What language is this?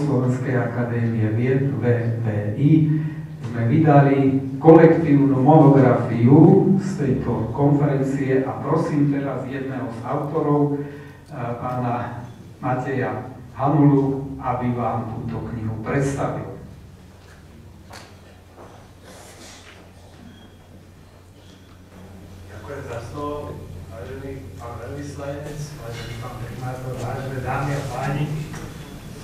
Slovak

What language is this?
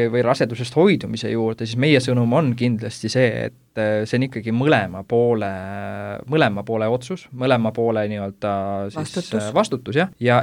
Estonian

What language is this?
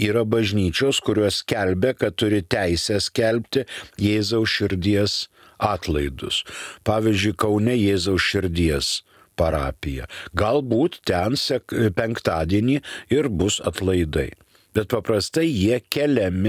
Lithuanian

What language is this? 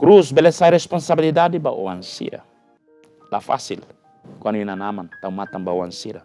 Tetum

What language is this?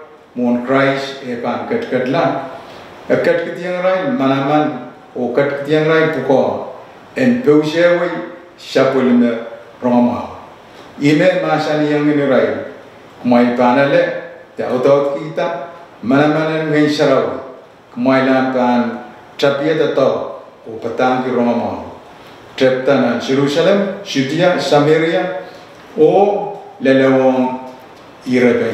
Pohnpeian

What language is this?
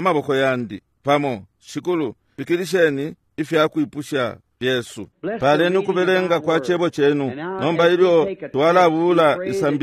Bemba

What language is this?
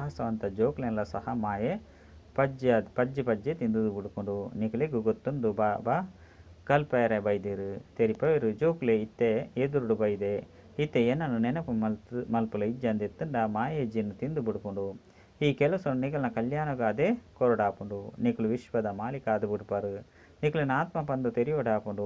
Tulu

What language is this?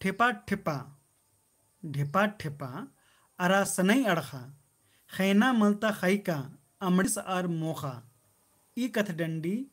Kurukh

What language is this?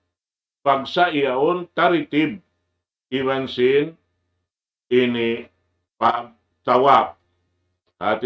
Tausug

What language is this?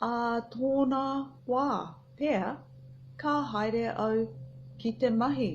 Māori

